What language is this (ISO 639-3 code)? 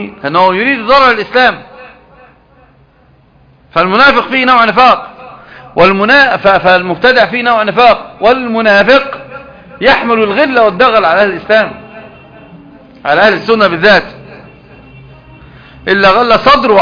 ara